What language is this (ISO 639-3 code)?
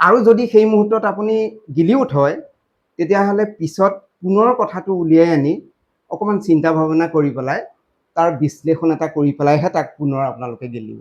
asm